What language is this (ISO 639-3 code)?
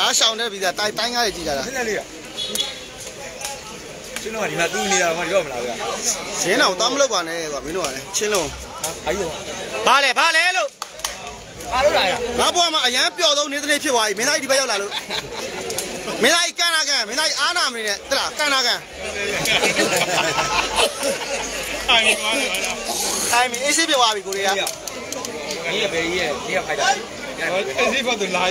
mya